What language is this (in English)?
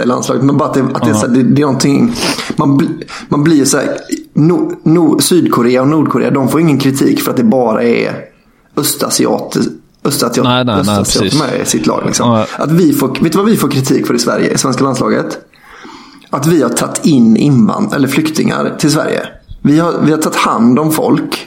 Swedish